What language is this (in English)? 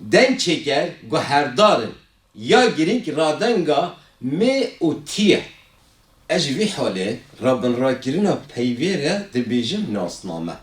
Kurdish